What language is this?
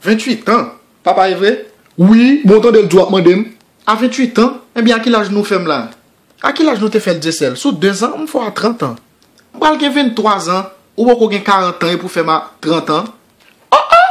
Haitian Creole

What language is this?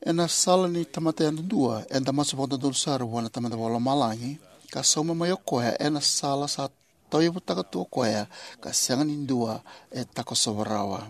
Fijian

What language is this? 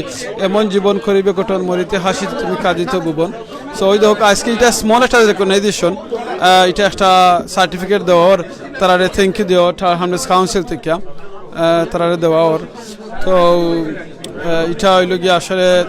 Sylheti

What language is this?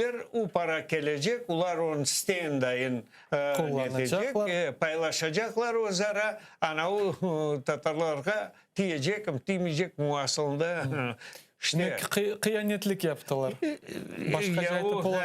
Crimean Tatar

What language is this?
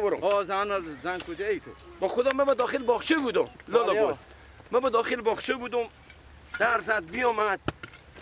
Persian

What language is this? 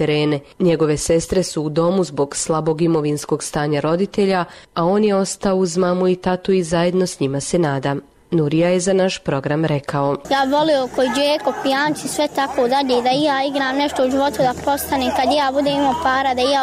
Bosnian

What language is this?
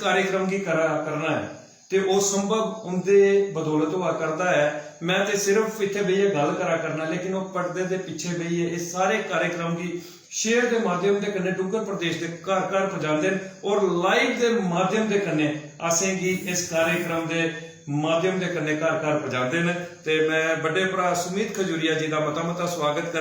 Dogri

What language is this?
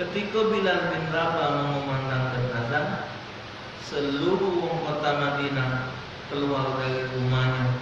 Musi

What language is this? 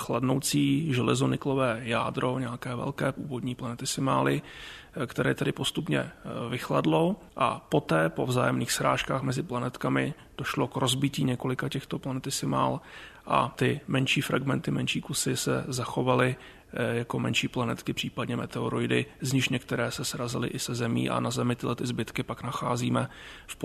Czech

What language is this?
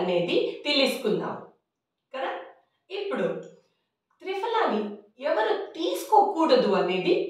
Telugu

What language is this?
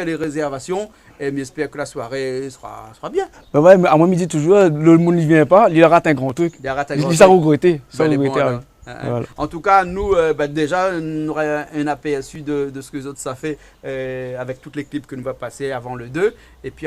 Réunion Creole French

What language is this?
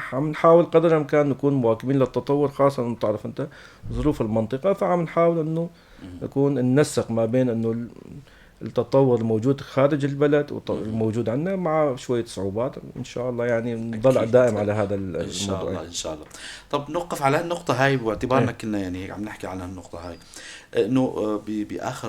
North Levantine Arabic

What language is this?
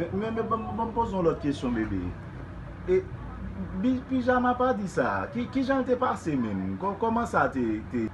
Haitian Creole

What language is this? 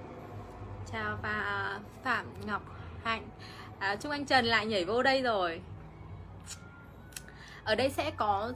Vietnamese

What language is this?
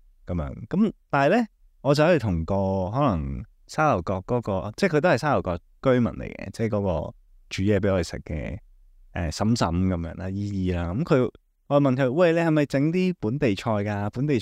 Cantonese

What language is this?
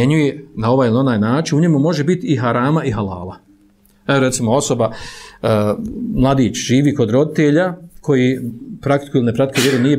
Bosnian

